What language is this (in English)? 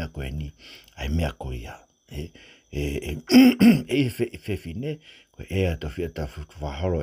Tongan